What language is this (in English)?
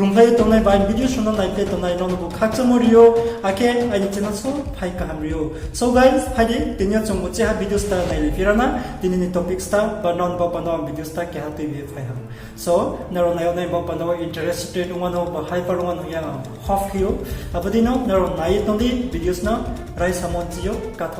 Riang (India)